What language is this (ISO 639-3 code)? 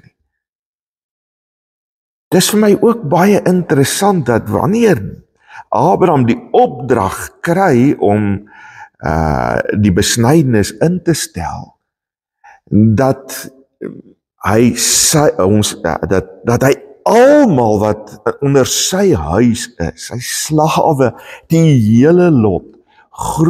afr